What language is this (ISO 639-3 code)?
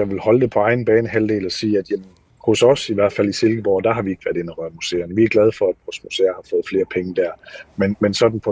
dan